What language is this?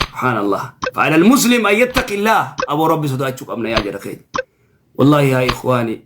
Oromo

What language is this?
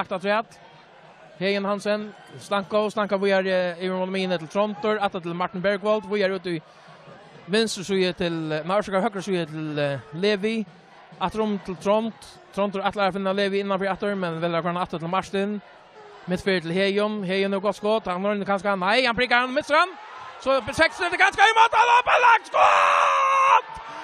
Faroese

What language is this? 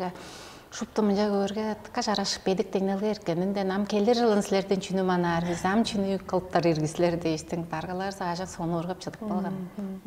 Tuvinian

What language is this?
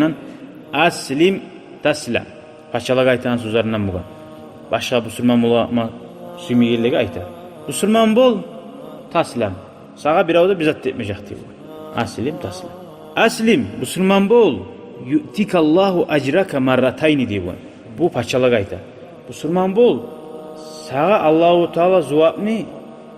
Kumyk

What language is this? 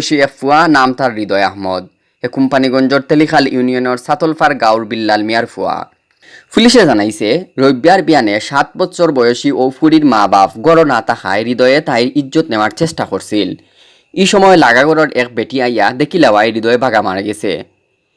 Sylheti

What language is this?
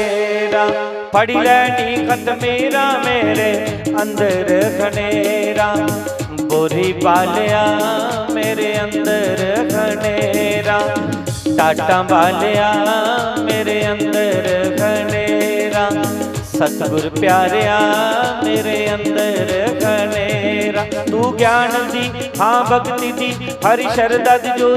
Dogri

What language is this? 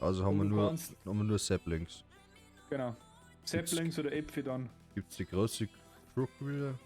Bavarian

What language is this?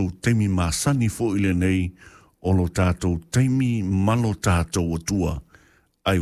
Samoan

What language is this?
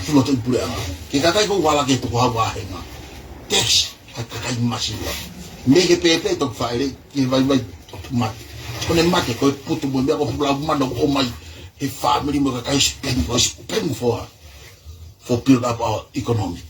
Tongan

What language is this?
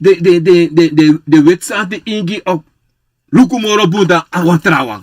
Sranan Tongo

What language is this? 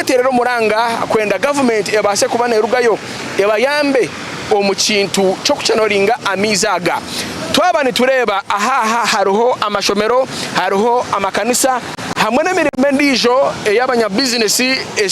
Nyankole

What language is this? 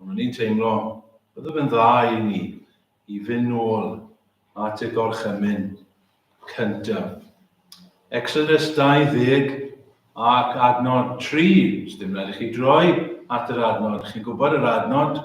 Welsh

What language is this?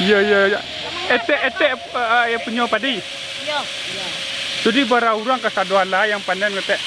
Minangkabau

